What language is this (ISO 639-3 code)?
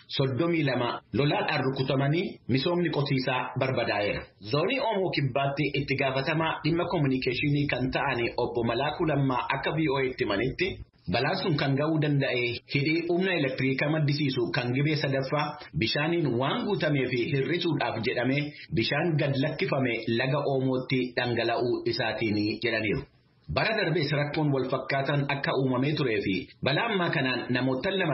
orm